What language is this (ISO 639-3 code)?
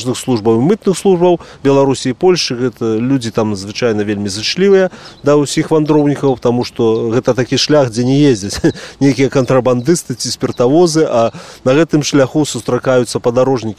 bel